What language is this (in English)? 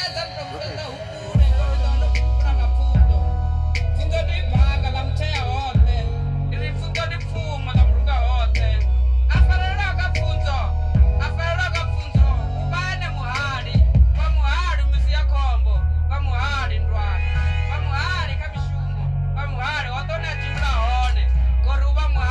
Venda